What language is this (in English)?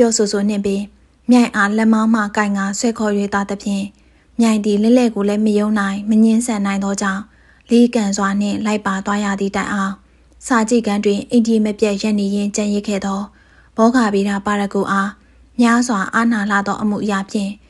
Burmese